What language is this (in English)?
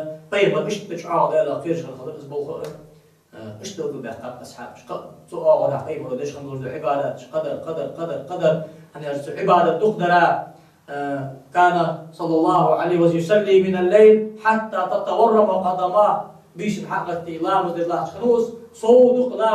Ingush